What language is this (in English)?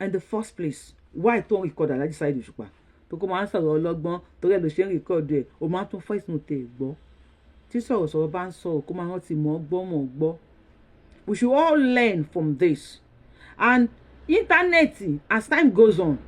Yoruba